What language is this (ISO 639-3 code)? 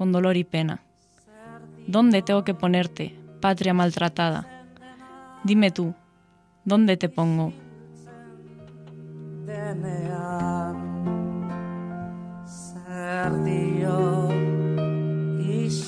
eus